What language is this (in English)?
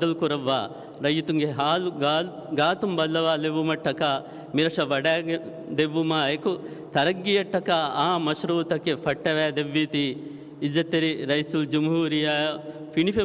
Divehi